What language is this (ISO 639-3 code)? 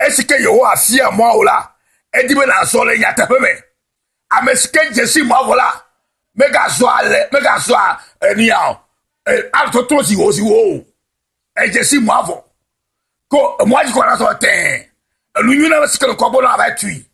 ewe